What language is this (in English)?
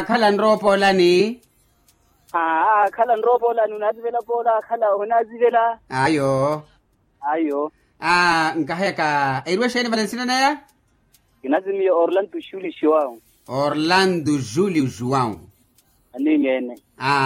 Makhuwa